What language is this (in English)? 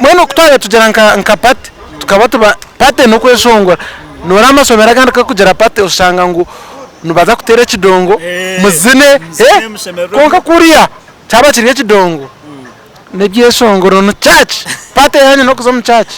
Nyankole